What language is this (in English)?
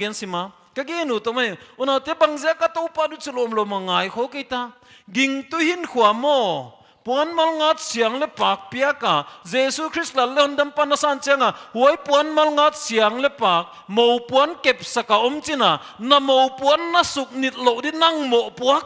Paite Chin